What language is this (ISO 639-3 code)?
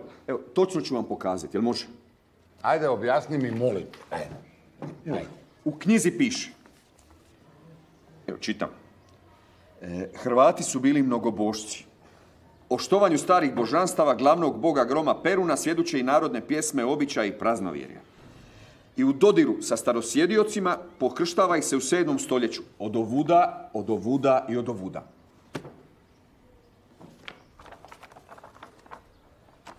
hrv